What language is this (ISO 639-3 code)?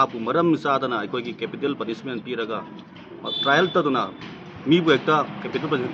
mni